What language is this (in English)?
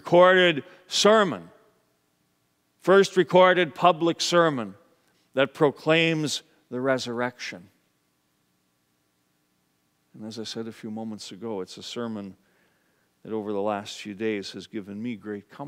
English